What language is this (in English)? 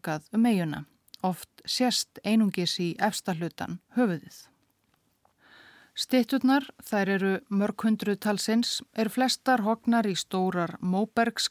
Icelandic